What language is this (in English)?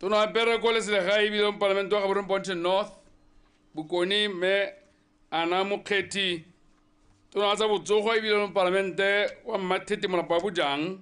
Tswana